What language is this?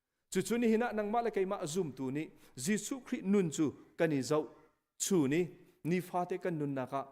Hakha Chin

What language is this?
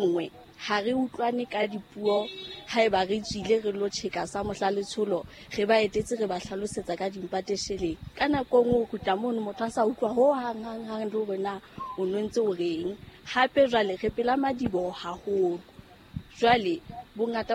Southern Sotho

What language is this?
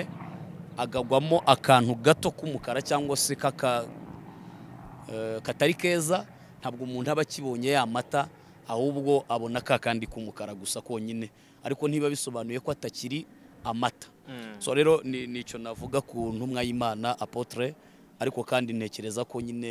Kinyarwanda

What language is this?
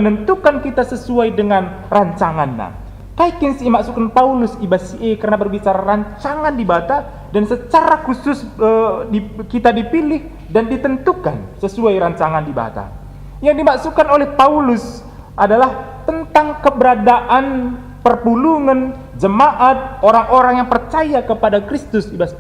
Batak Karo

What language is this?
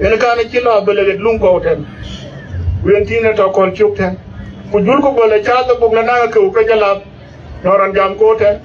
Dinka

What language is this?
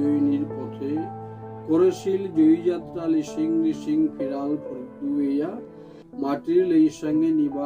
Bishnupriya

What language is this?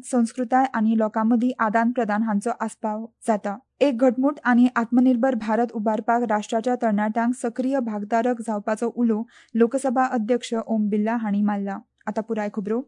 Konkani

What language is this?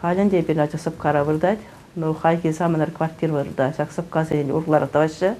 Chuvash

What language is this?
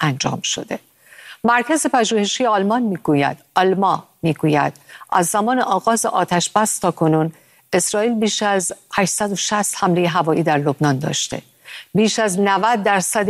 Persian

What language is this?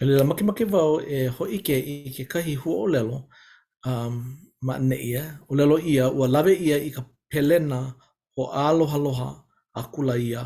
Hawaiian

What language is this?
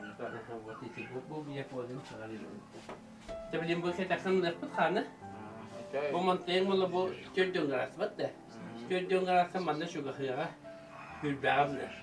Yakut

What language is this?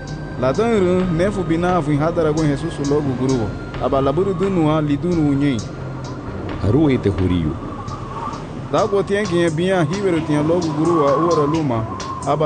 Garifuna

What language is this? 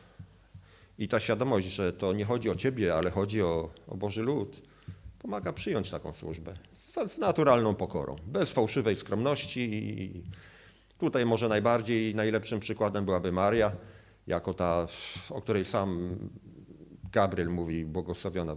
Polish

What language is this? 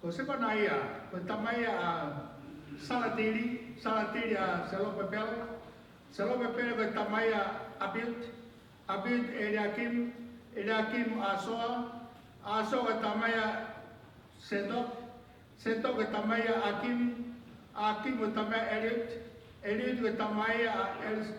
Tongan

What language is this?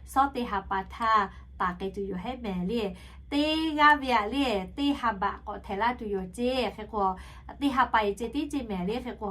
Lahu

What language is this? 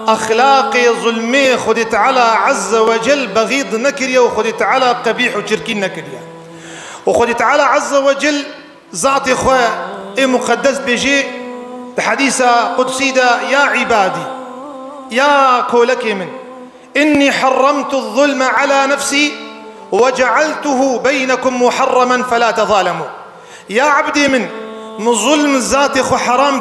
Kurdish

